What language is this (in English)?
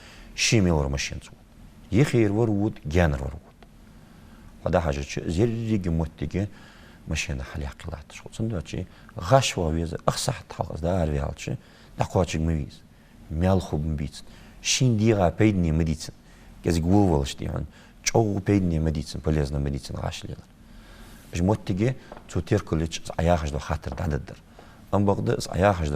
Ingush